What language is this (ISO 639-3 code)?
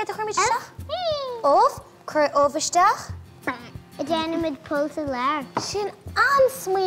gle